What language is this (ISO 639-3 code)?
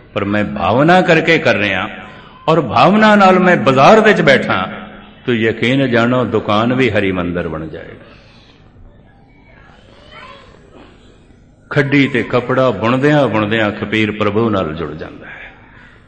pan